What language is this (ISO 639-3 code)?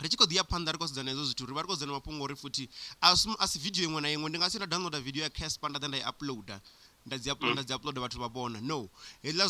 ven